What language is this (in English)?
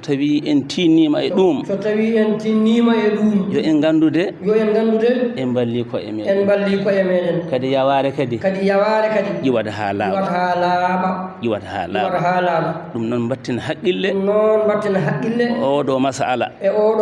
Fula